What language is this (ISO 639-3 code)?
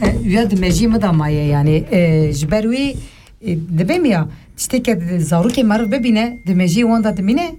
kur